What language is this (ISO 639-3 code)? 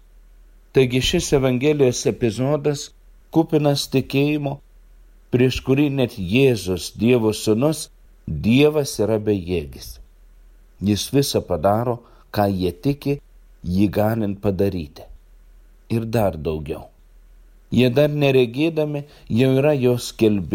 lit